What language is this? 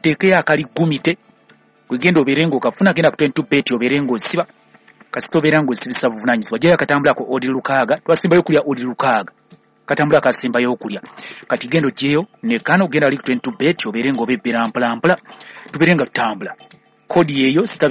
Ganda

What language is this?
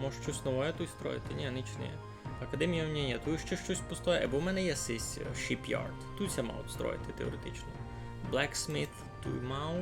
Rusyn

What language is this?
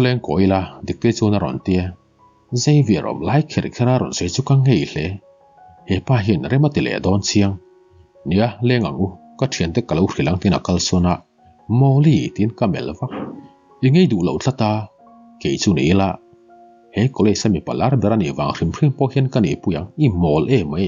Mizo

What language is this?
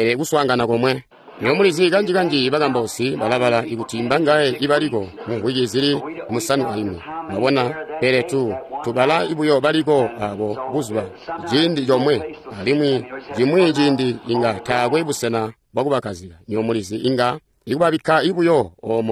Tonga (Zambia)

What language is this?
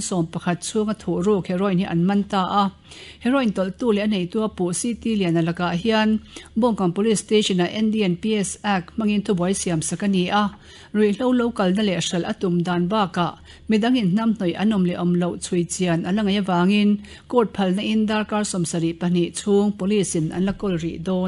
Mizo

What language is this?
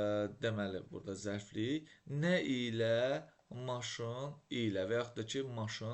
Azerbaijani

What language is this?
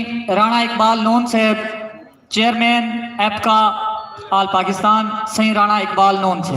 Saraiki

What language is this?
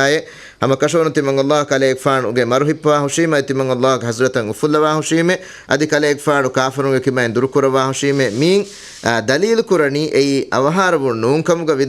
Divehi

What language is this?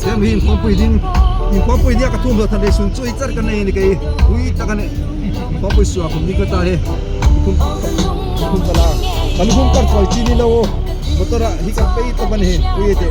Hmar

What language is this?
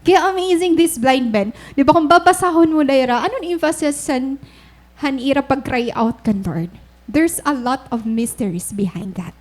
Waray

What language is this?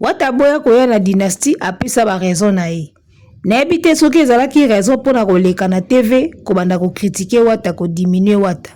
Lingala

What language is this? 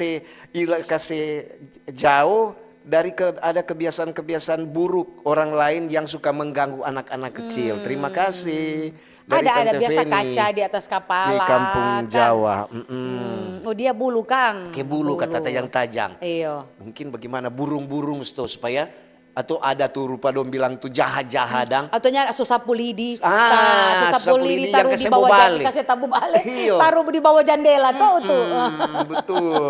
Manado Malay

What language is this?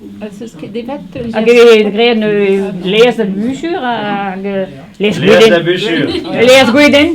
Breton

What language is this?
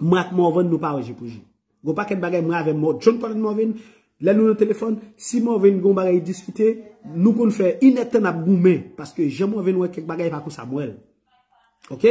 Haitian Creole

